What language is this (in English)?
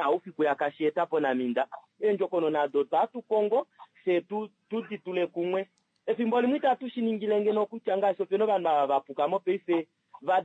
Kuanyama